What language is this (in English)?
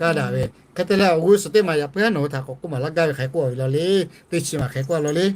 Lahu